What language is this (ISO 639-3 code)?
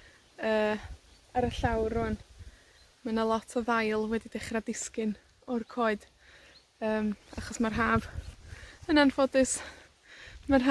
cym